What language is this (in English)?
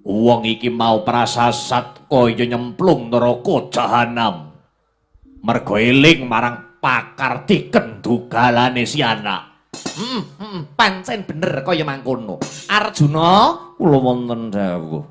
Javanese